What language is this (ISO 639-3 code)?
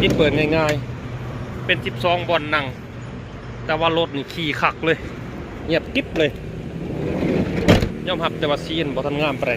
lao